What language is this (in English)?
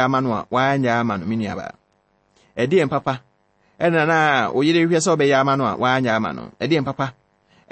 Akan